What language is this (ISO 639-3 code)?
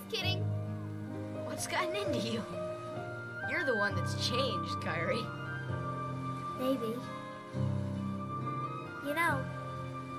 eng